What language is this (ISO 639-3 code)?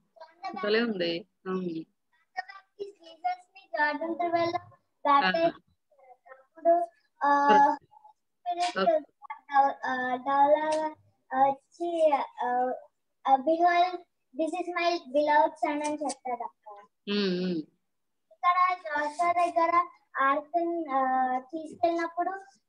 tel